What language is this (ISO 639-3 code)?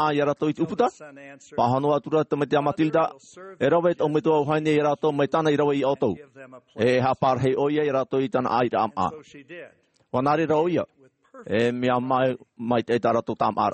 tah